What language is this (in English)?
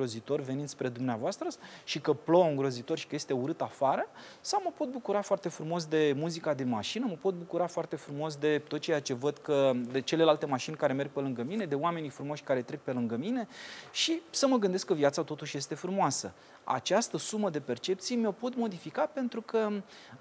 Romanian